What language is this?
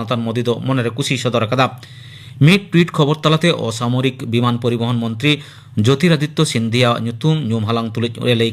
Santali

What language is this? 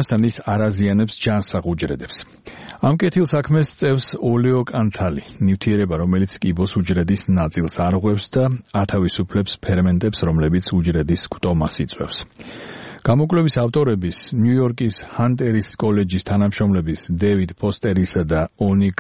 Georgian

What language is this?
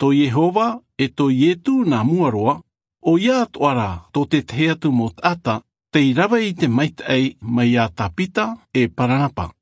Tahitian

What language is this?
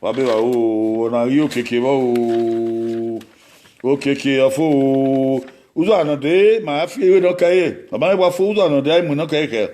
Bini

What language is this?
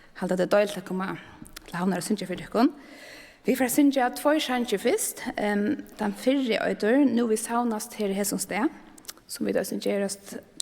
Faroese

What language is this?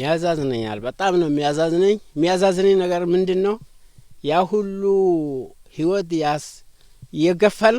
Amharic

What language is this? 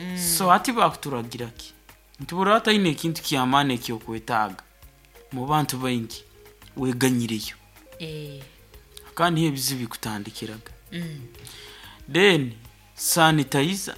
Nyoro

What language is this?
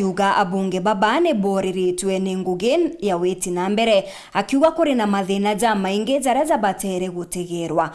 Meru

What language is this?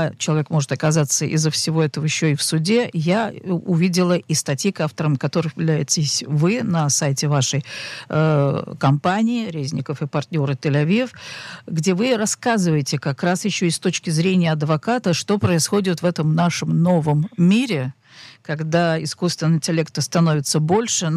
Russian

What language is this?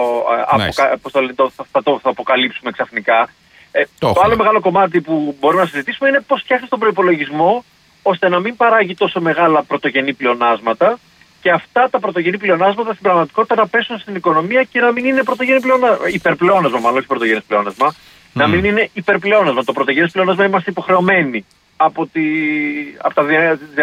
Greek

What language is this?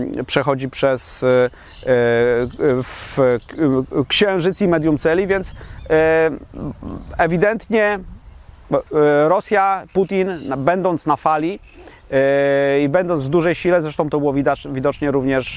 Polish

